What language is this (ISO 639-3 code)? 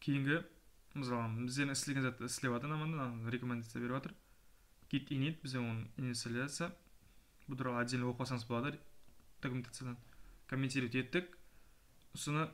kaa